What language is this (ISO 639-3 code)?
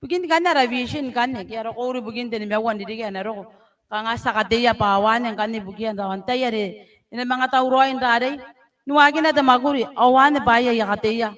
gil